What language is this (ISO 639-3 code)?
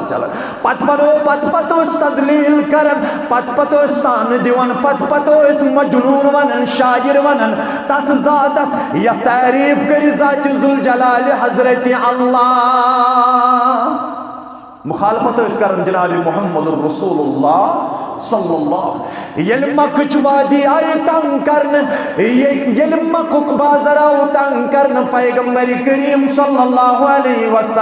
kas